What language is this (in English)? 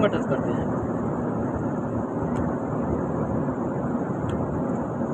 Hindi